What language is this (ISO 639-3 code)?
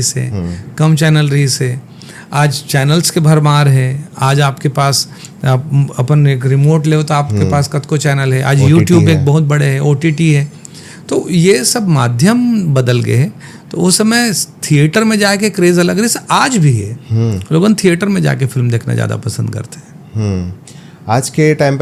hne